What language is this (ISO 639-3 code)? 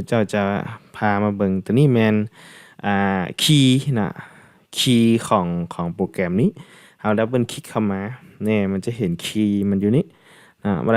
lao